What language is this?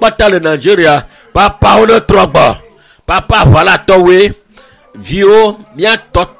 Ewe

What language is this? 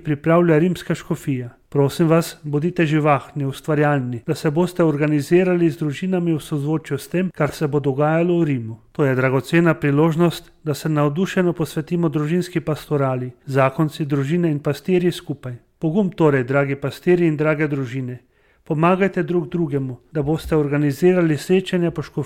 Slovenian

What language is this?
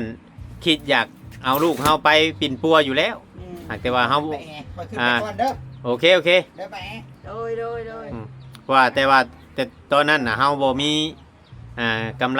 Northeastern Thai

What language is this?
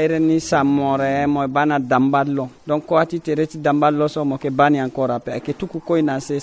Sango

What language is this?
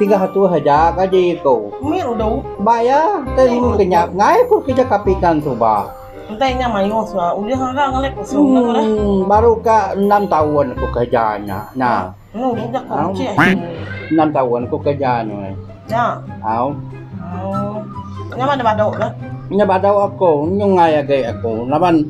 Iban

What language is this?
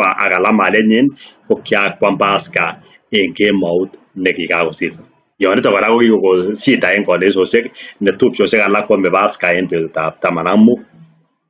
Kalenjin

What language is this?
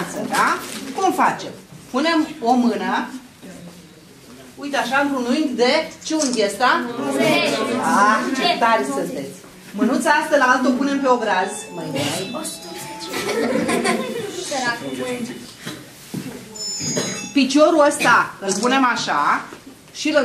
Romanian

